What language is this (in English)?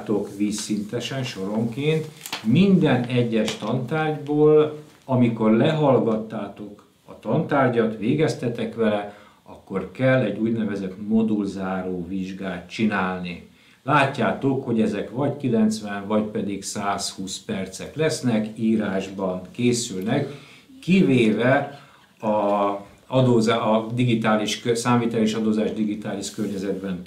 Hungarian